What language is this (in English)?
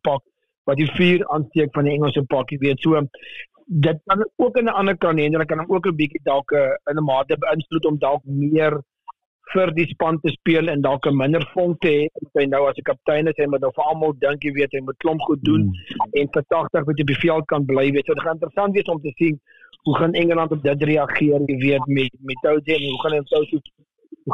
Afrikaans